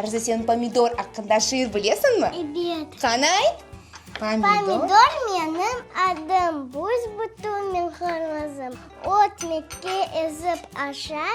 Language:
Crimean Tatar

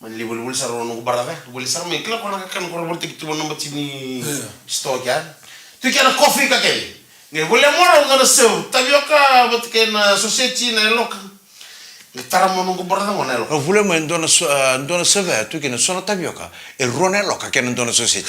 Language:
Fijian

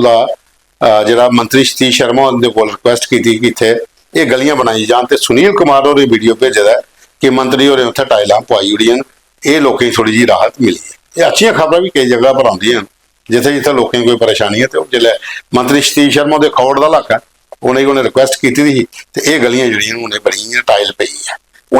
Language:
Dogri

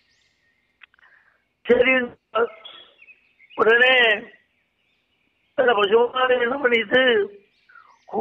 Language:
Tamil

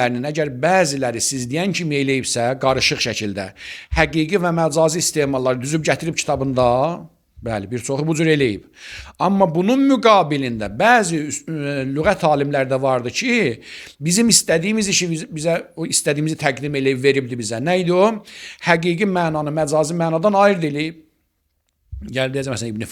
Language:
Azerbaijani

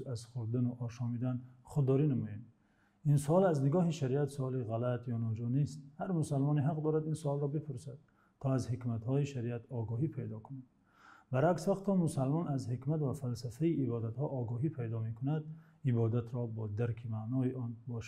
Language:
Tajik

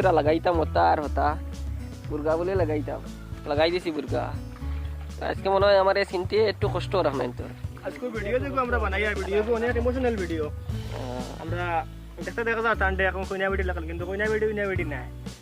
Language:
Sylheti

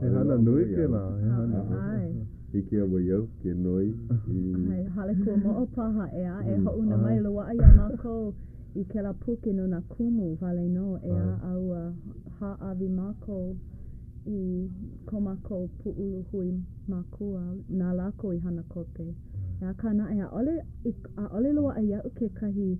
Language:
Hawaiian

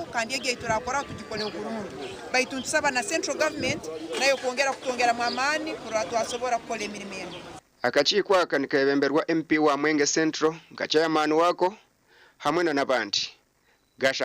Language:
Nyankole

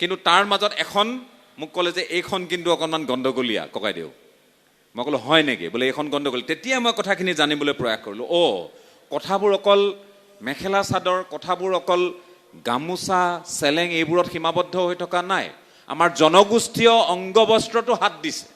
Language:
Assamese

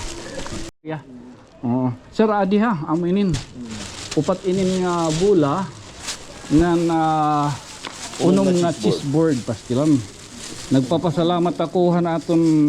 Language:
Waray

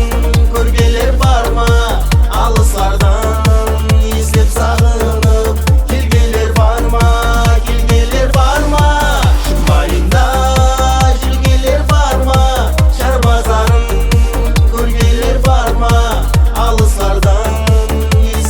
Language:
Kara-Kalpak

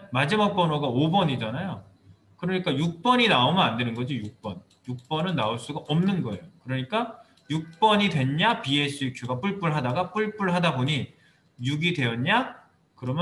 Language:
Korean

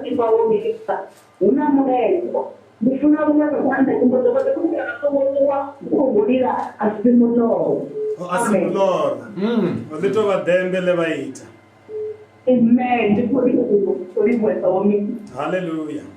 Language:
Venda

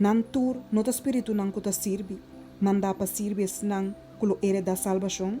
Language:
Papiamento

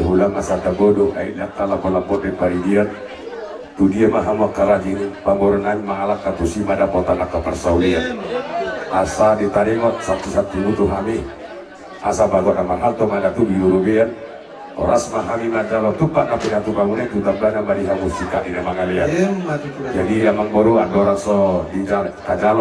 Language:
Batak Toba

